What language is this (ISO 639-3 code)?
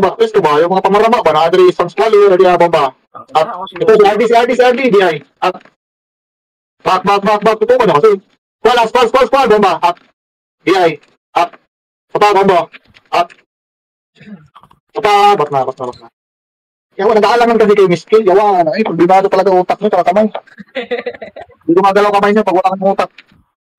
fil